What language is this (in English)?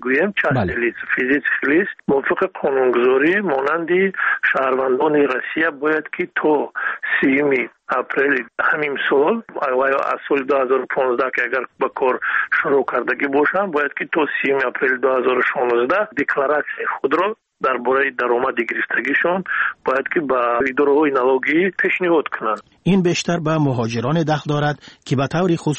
Tajik